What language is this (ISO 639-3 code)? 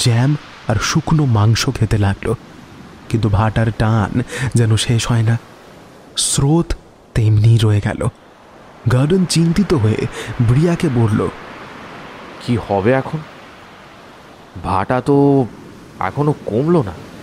ben